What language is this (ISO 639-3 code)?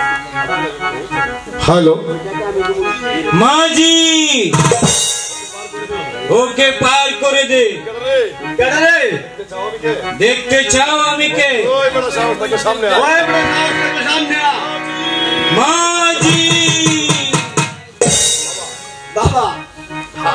ben